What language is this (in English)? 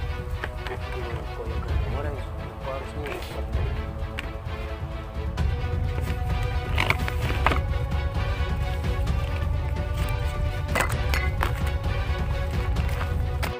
Madurese